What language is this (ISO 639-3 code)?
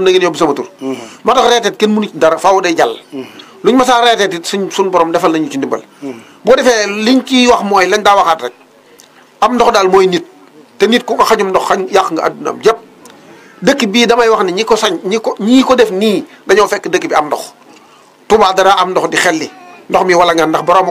wol